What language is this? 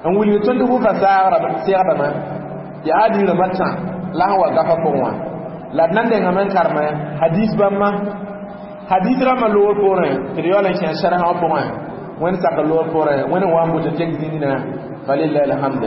Mossi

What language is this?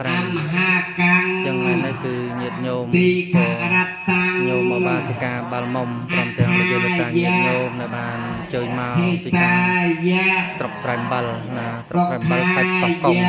Khmer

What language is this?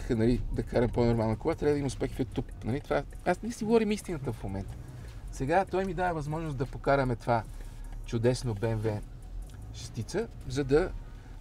Bulgarian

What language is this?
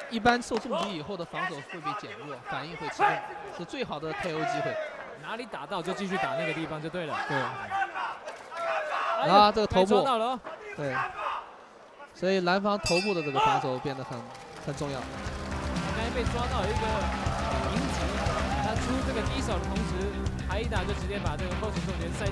Chinese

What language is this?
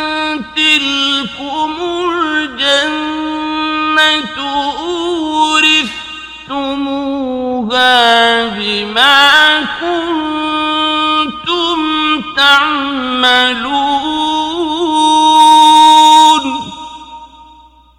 Arabic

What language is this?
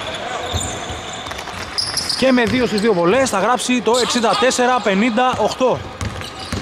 Greek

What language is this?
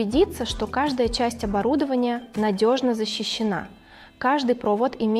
Russian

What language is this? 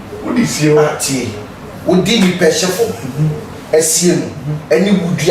Akan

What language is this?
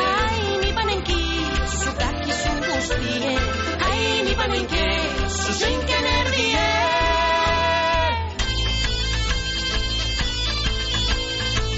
Basque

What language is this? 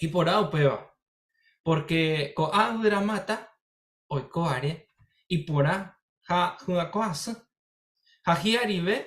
Guarani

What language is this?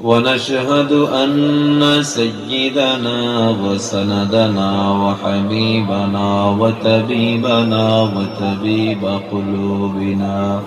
Sylheti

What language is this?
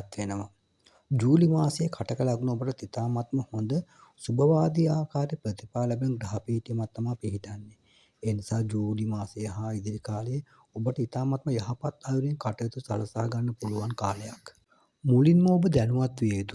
Sinhala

